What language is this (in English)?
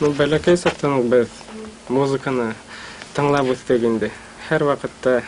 Bashkir